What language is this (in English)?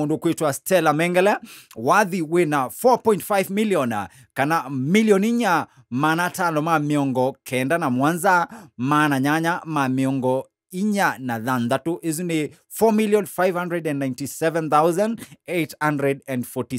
Kamba